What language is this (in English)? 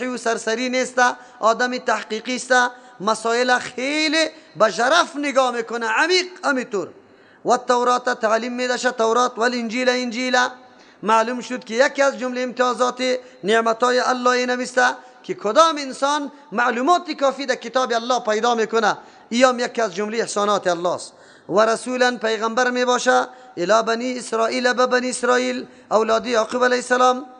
Persian